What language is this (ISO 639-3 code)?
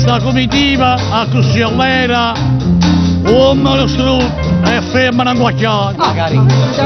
nap